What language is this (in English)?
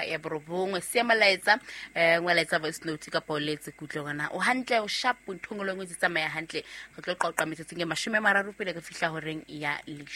Southern Sotho